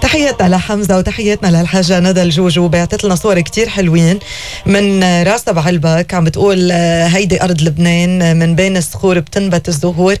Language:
North Levantine Arabic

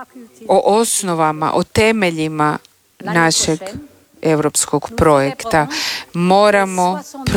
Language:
Croatian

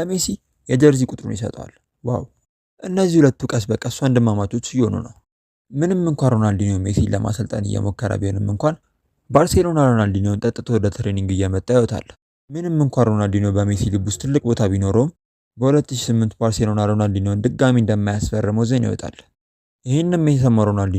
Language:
Amharic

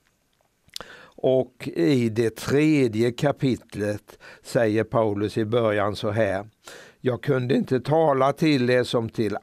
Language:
Swedish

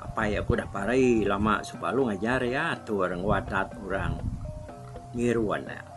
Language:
Iban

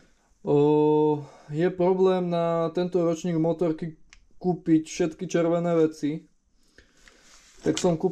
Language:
Slovak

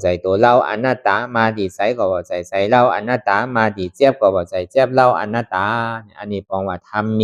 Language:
Shan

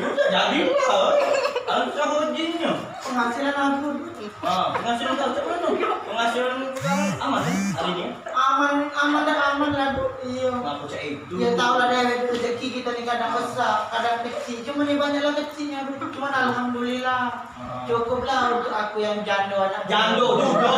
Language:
Musi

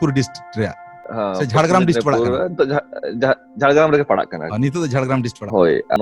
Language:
Santali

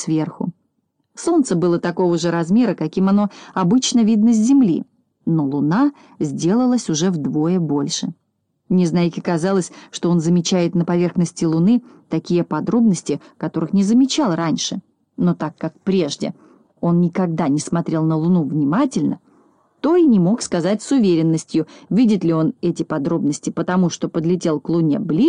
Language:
Russian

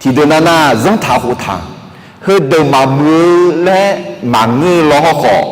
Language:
Akha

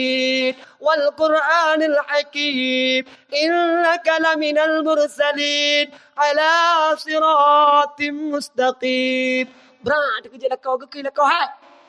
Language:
Achinese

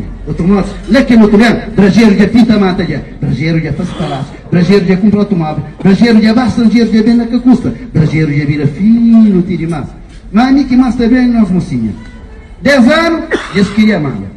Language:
Kabuverdianu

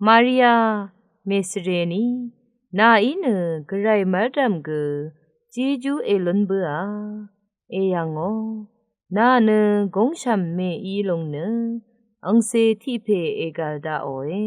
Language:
Rawang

